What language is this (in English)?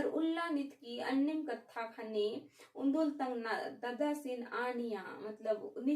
Kurukh